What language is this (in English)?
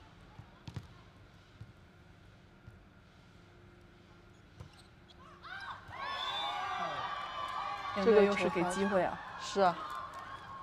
Chinese